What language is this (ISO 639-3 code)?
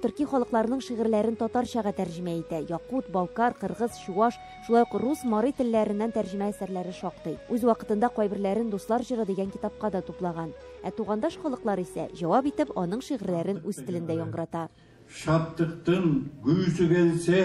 tat